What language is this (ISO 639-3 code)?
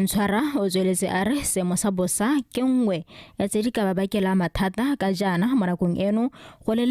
tsn